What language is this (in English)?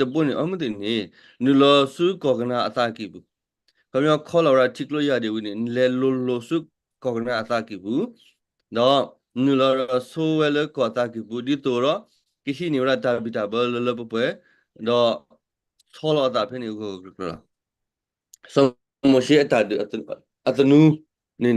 S'gaw Karen